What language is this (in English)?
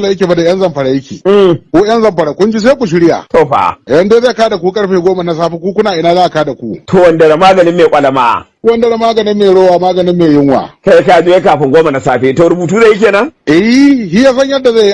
Hausa